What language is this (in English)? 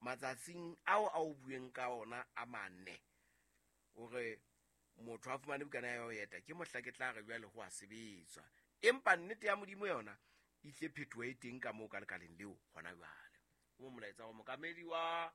Southern Sotho